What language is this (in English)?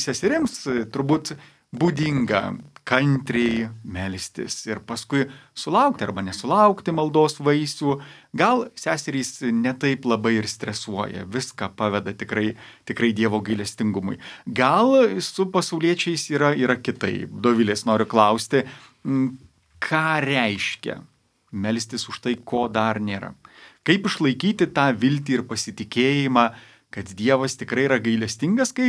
Lithuanian